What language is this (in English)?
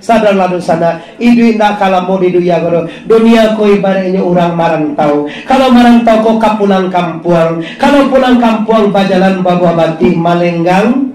Minangkabau